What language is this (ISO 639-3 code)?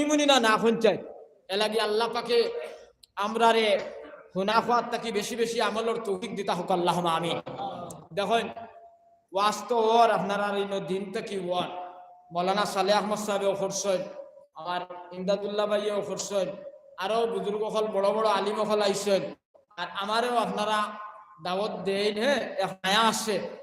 syl